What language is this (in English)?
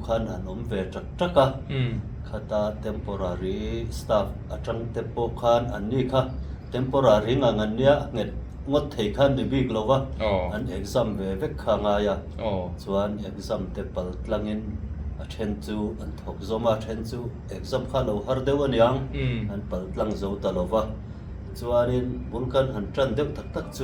Mizo